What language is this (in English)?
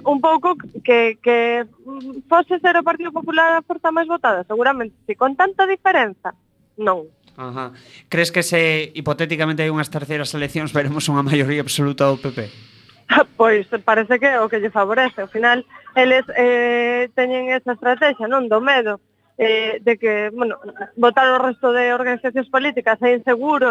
Galician